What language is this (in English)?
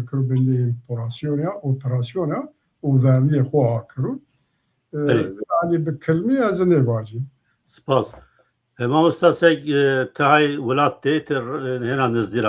Zaza